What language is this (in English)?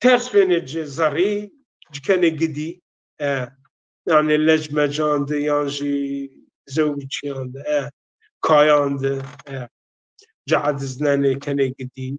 Zaza